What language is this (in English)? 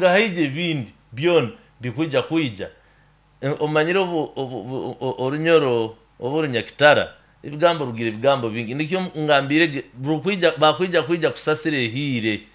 Nyoro